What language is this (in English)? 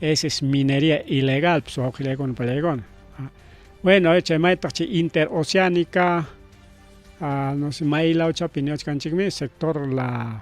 Ayacucho Quechua